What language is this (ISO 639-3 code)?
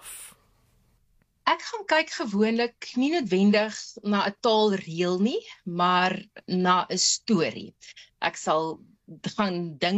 afr